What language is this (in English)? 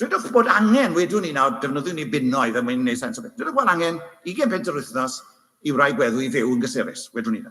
Welsh